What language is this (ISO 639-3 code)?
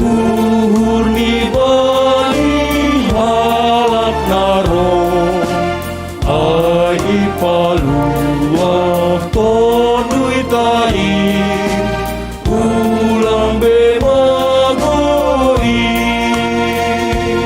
bts